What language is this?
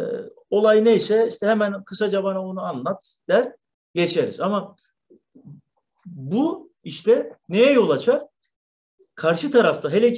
Turkish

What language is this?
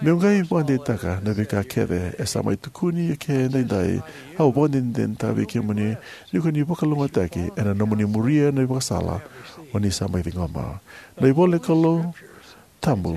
Fijian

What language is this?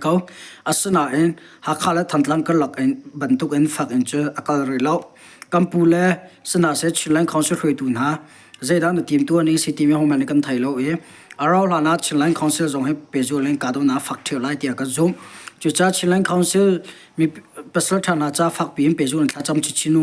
Hakha Chin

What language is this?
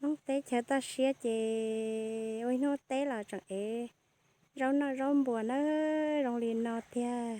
Hmong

